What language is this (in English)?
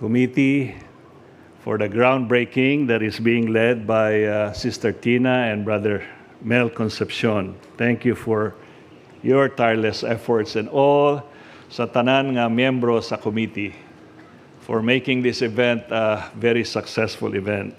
Cebuano